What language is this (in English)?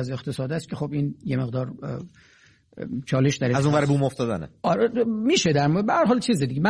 Persian